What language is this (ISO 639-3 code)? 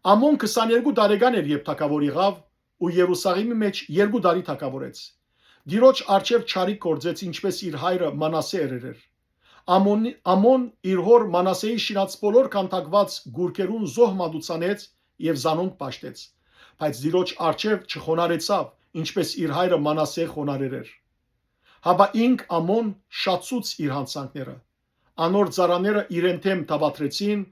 hyw